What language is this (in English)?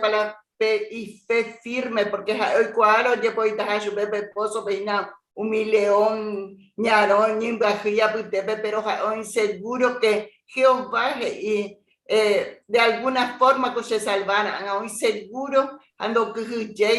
Guarani